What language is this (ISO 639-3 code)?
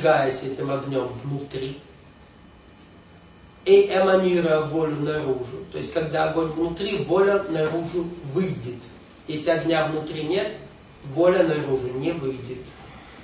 rus